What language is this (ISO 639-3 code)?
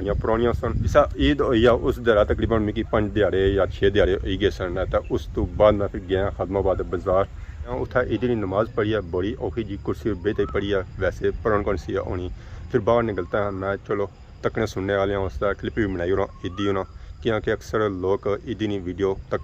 phr